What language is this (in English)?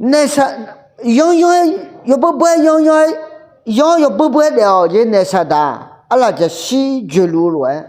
Akha